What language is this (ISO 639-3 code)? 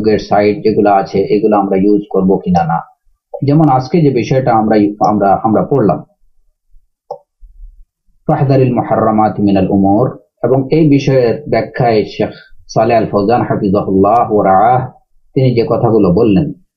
ben